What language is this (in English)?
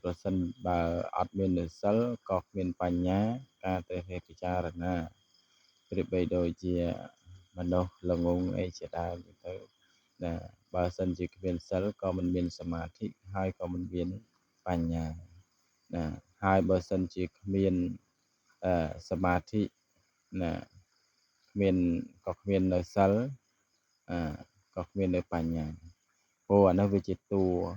Khmer